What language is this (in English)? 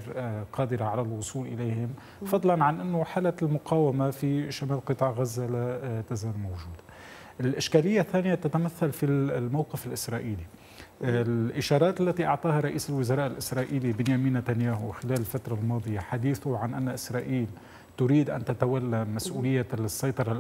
Arabic